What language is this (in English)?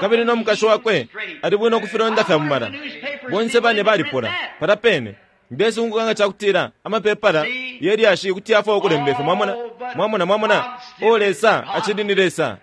Bemba